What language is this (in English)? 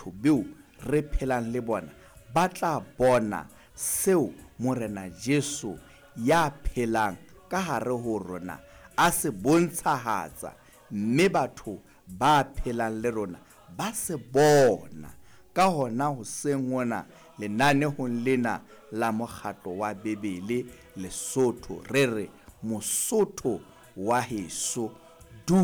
Southern Sotho